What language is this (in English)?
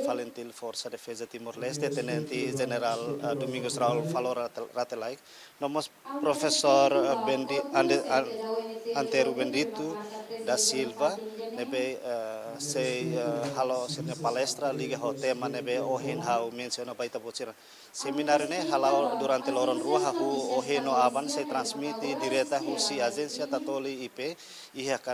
Tetum